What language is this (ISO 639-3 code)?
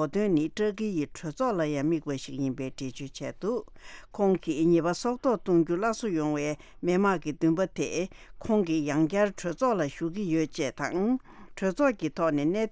bod